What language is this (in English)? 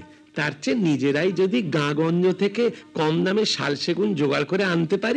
Bangla